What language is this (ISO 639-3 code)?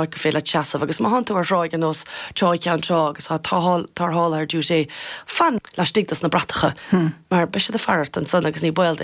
gle